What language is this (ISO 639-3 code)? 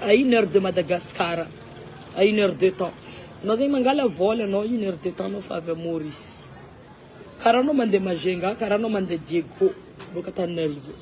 mlg